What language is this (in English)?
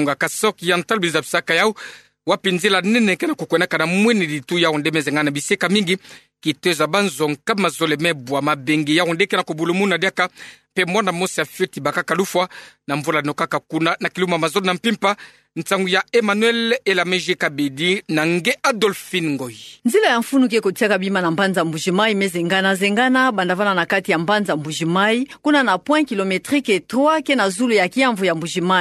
Kituba (Democratic Republic of Congo)